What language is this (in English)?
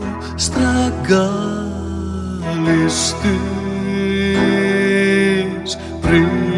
Greek